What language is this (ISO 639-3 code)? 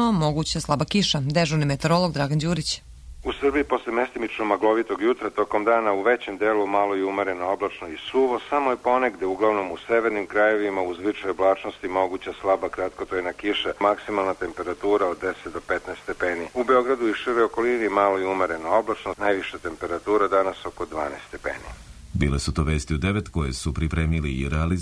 srp